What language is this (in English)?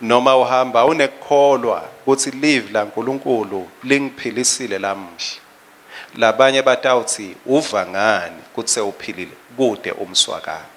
Swati